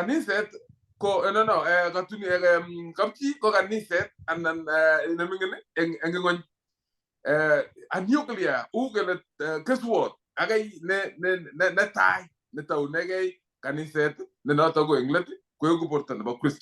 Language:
Kalenjin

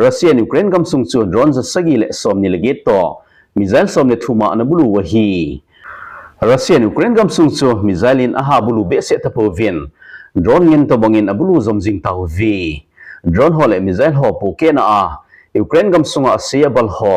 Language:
Thado Chin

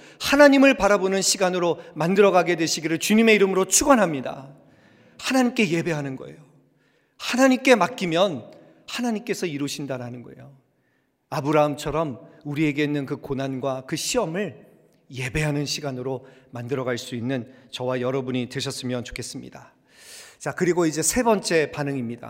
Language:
Korean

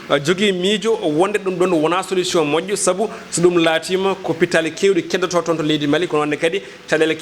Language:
Fula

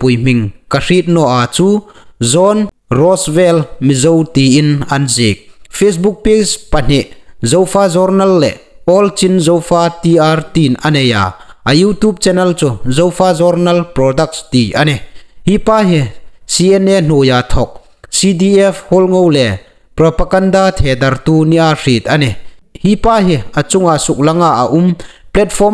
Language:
Hmar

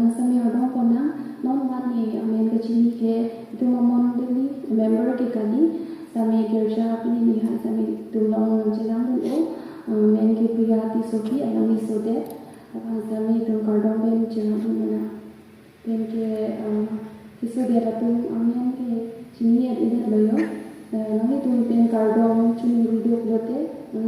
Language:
Karbi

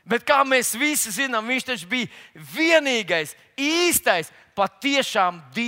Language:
Latvian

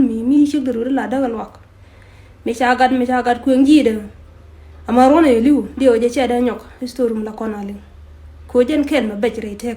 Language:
Nuer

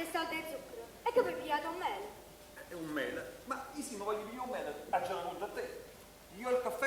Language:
Neapolitan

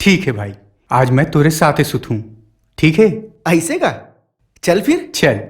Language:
Chhattisgarhi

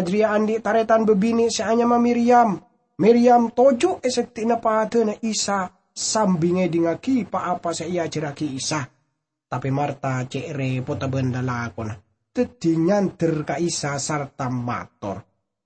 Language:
Madurese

